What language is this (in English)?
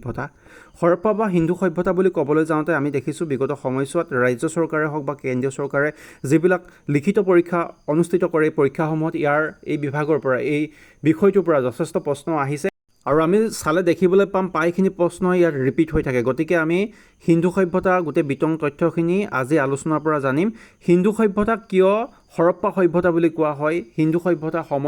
Assamese